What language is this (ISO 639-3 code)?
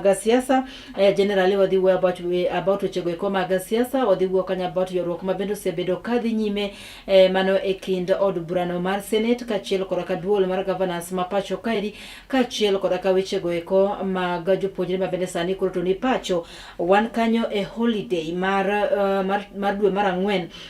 luo